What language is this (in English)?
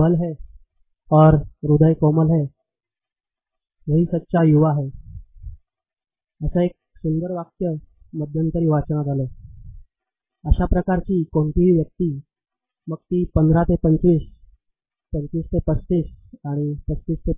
Marathi